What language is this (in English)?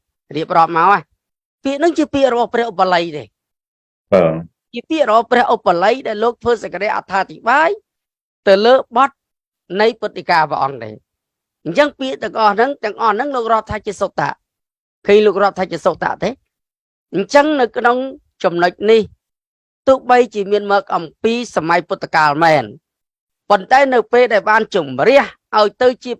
Khmer